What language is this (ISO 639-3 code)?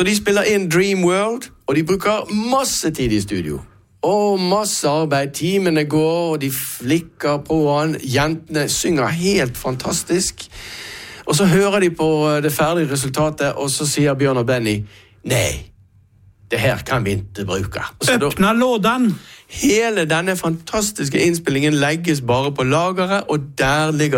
nor